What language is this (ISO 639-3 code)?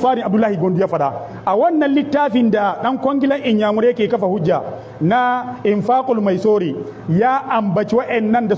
hau